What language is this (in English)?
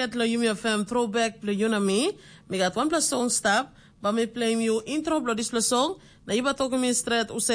Tok Pisin